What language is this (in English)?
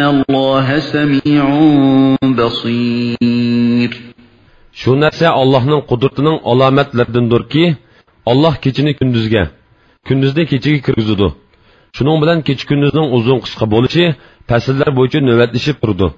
Uyghur